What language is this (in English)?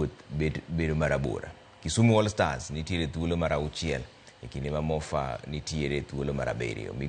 Luo (Kenya and Tanzania)